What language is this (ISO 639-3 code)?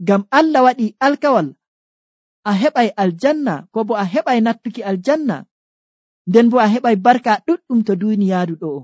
fuv